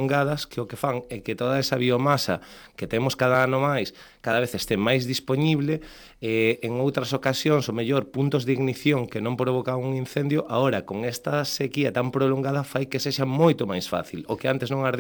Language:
Galician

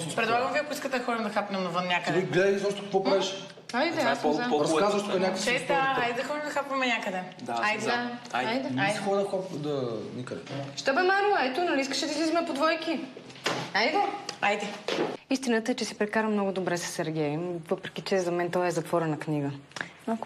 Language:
Bulgarian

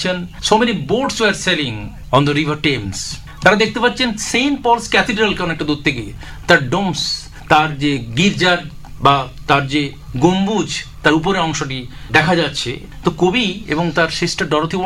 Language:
Bangla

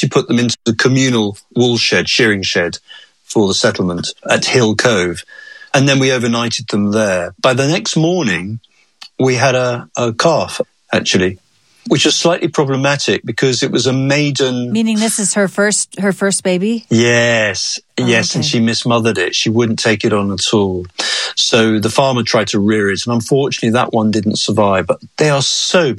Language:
English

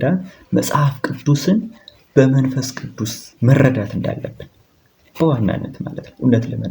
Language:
Amharic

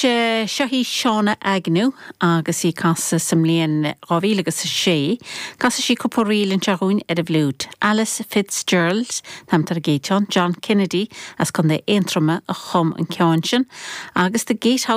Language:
Irish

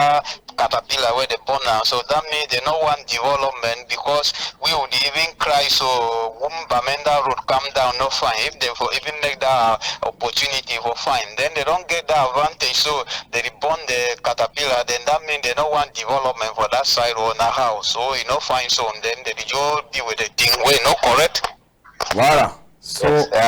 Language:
Cameroon Pidgin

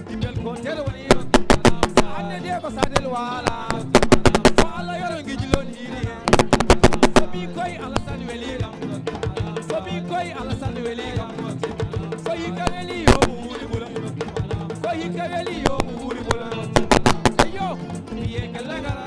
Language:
Fula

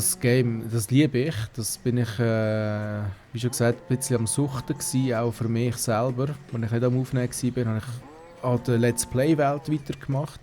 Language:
Swiss German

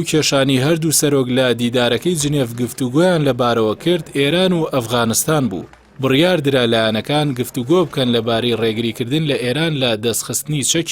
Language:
Central Kurdish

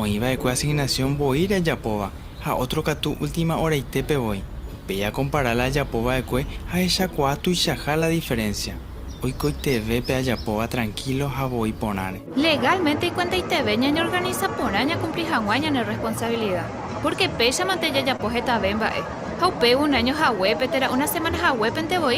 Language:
Guarani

